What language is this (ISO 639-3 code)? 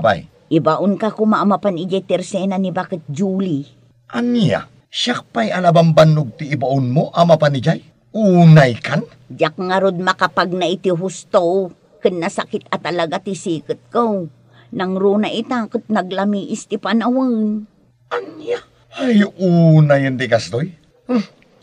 ilo